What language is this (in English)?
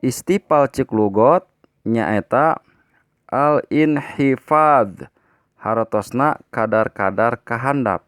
Sundanese